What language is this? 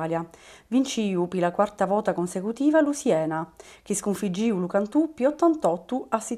Sicilian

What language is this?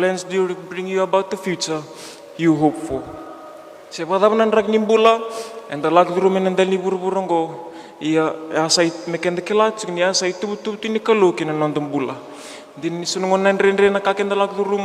Fijian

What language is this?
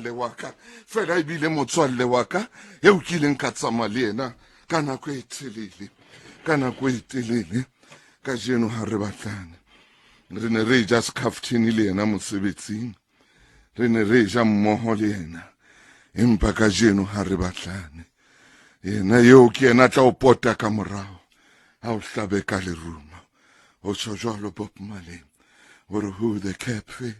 Southern Sotho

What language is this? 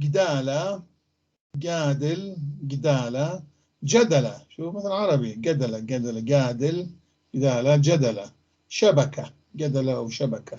North Levantine Arabic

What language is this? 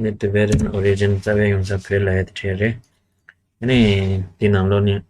Tibetan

